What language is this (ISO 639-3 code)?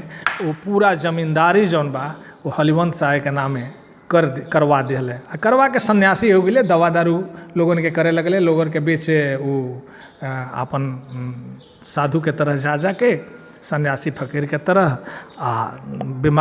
bho